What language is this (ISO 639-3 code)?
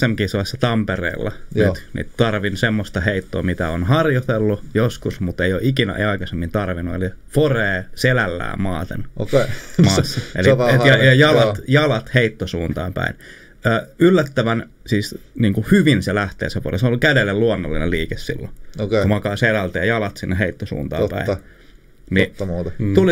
fin